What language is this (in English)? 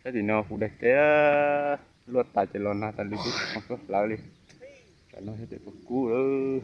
Hmong